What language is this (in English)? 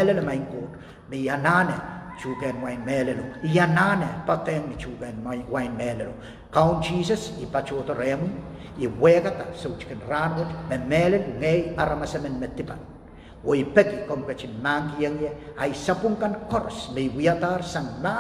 Pohnpeian